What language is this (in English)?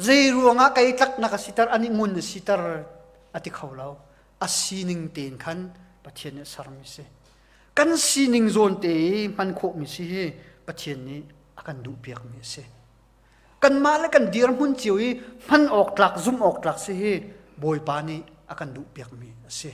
Hakha Chin